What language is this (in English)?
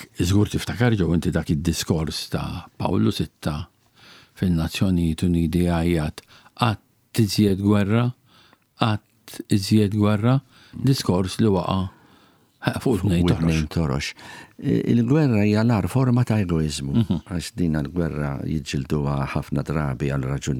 Maltese